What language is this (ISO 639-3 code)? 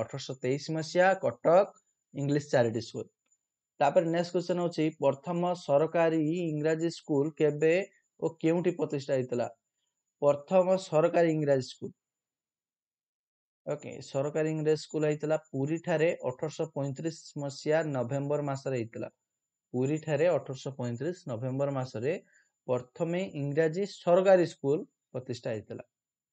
ori